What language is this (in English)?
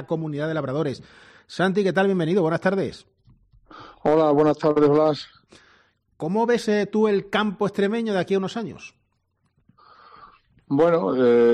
Spanish